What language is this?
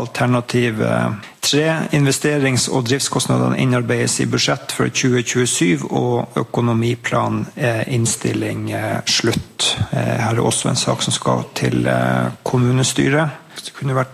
Norwegian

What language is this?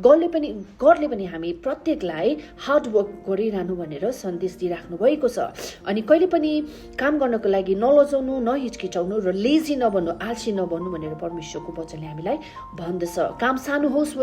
Nepali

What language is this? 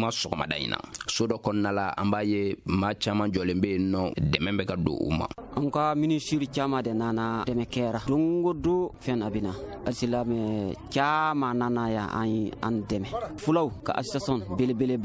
Bambara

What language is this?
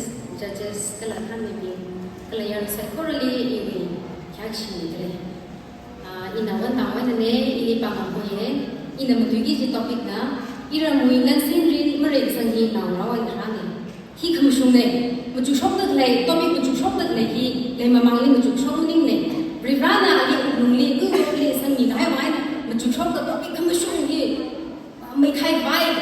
Tangkhul Naga (India)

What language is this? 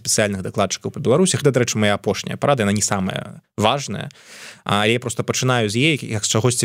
Belarusian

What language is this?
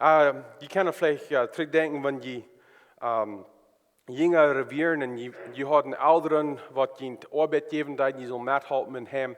Plautdietsch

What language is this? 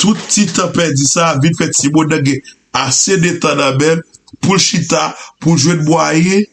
Haitian Creole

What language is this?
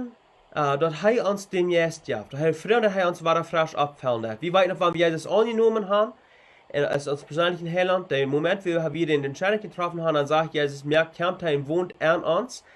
Plautdietsch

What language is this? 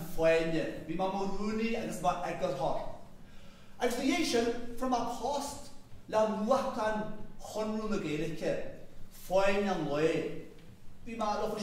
Irish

